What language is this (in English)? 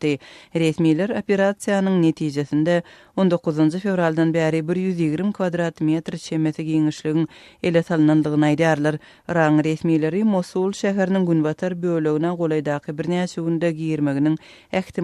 Turkmen